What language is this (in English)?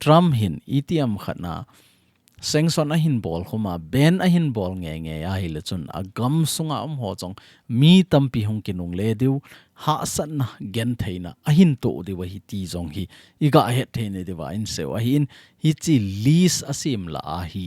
Thado Chin